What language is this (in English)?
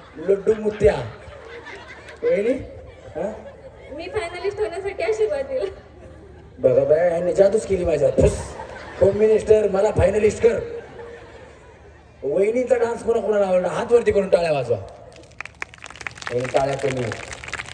Marathi